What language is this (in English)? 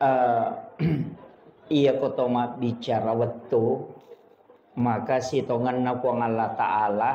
Buginese